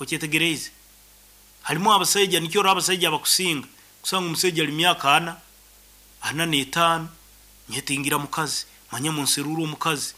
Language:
Nyoro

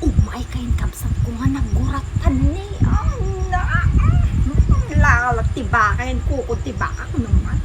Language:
Iloko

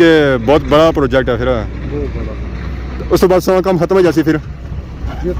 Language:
Pahari-Potwari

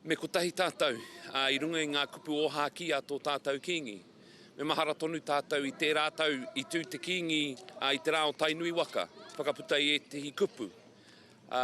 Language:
Māori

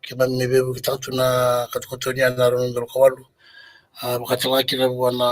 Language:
Fijian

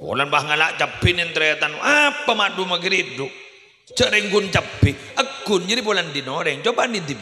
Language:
Madurese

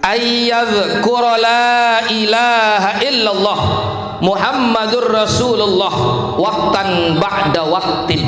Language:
Sasak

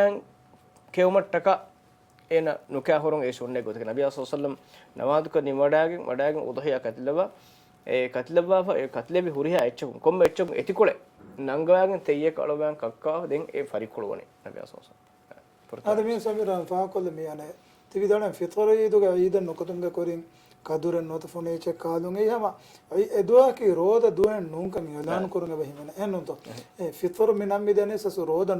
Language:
Divehi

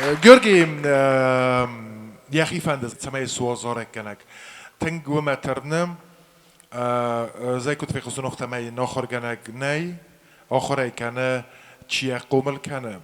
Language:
Ossetic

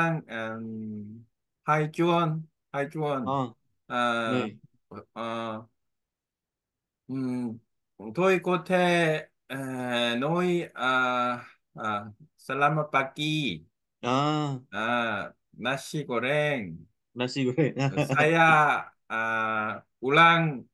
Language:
Vietnamese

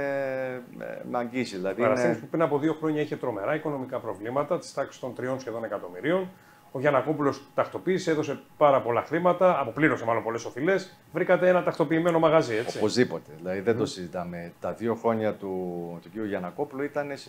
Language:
Greek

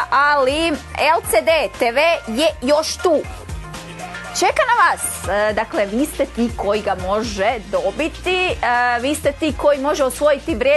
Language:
Croatian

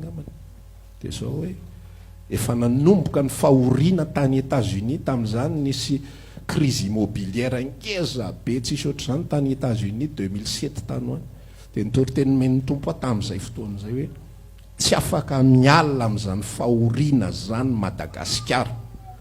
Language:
Malagasy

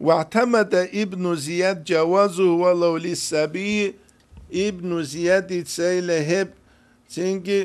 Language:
Avaric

